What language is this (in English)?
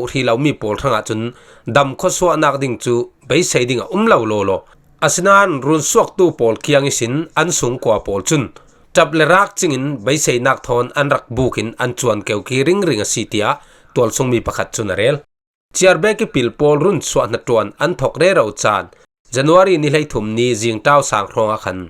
Falam Chin